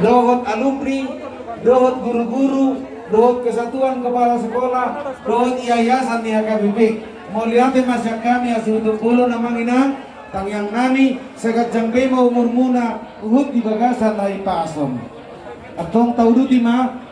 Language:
Batak Toba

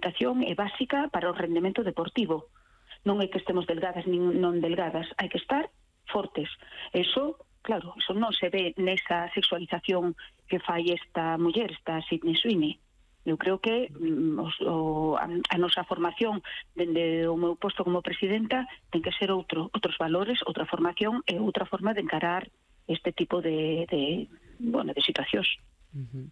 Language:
Galician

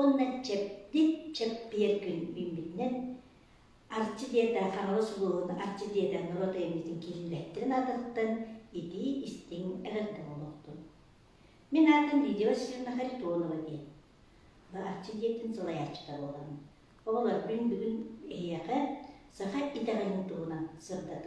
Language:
Yakut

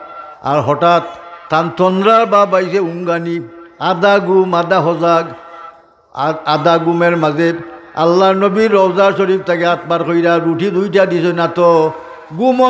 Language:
Sylheti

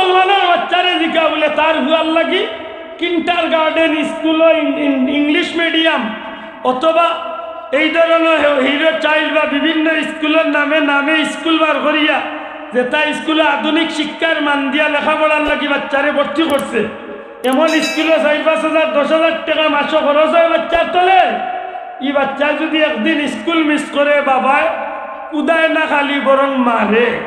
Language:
Sylheti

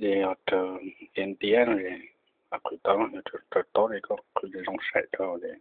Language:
Hmong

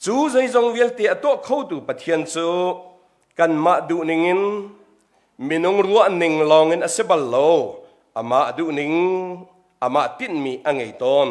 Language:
Hakha Chin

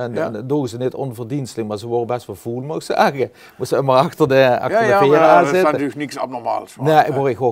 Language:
Limburgish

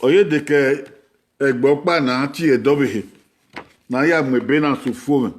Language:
Bini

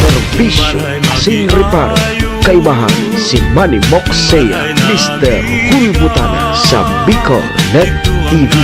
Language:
Bikol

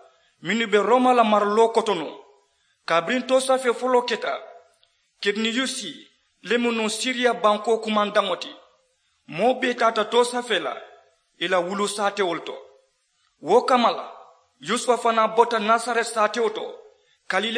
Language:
Mandingo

